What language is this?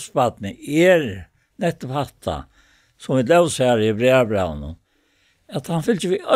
Faroese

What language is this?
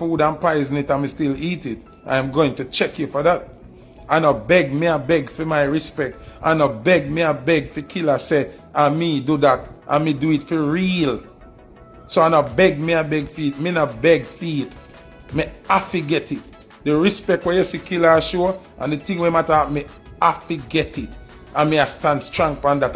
Jamaican Creole English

